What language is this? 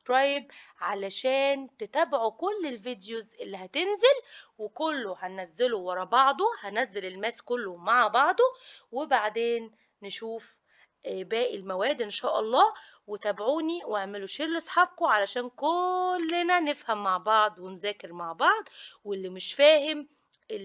Egyptian Arabic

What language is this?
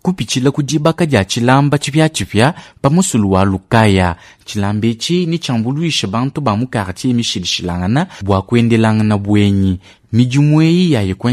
Luba-Lulua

